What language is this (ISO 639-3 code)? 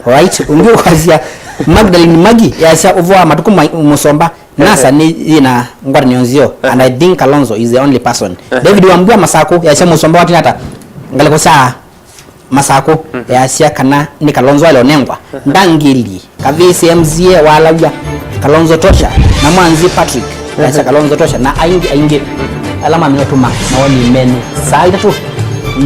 kam